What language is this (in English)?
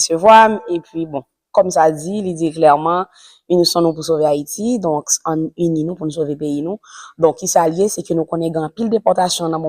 Haitian Creole